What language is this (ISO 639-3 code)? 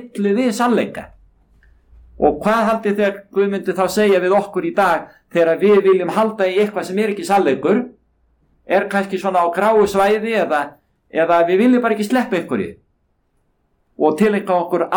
isl